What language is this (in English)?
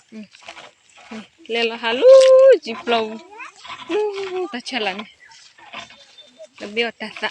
S'gaw Karen